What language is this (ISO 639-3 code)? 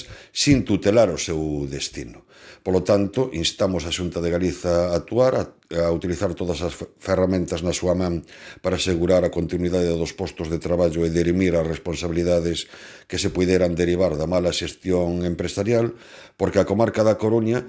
glg